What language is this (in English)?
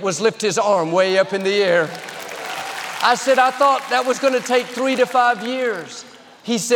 English